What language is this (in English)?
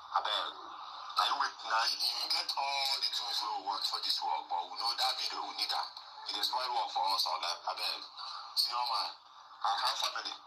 Nigerian Pidgin